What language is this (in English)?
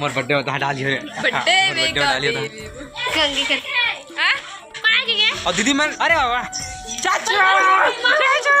Chhattisgarhi